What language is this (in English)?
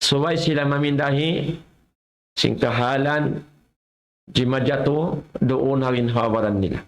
Tausug